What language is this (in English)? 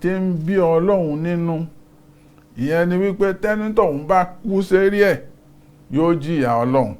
Yoruba